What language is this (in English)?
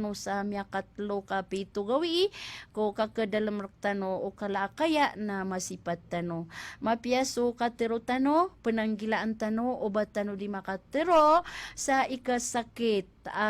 Maranao